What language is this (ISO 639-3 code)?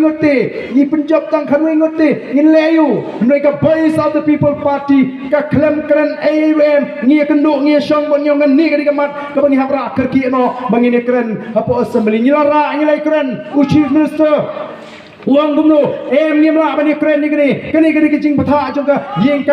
kha